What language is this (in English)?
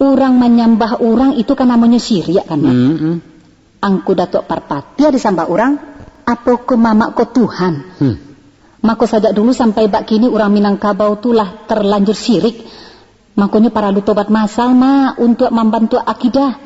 Minangkabau